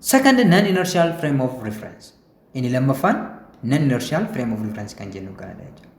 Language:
Oromo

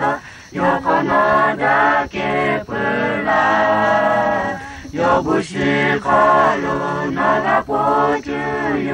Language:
Lahu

